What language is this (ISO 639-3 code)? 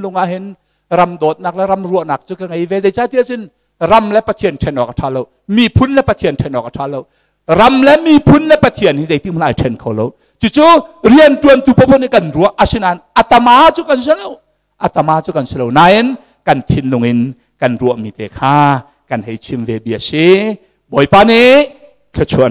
cnh